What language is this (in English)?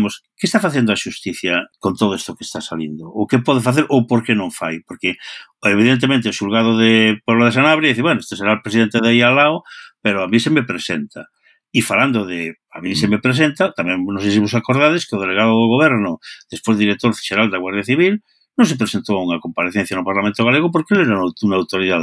Galician